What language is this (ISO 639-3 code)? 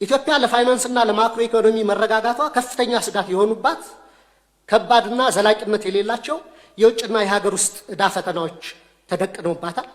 amh